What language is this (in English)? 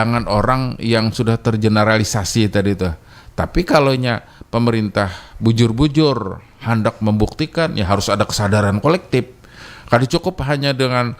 Banjar